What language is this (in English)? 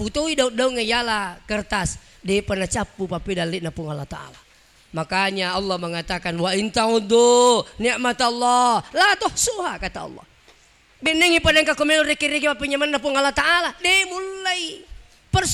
Buginese